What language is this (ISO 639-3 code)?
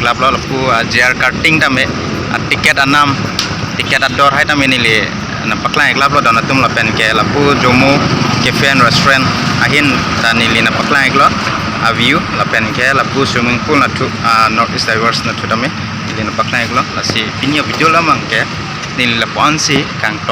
mjw